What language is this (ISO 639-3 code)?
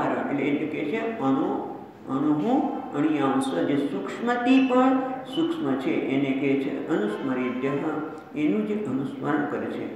guj